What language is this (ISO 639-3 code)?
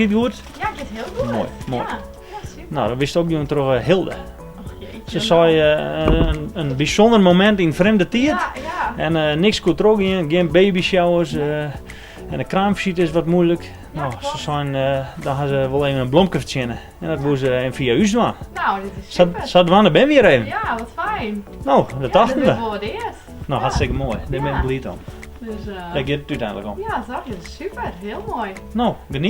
fry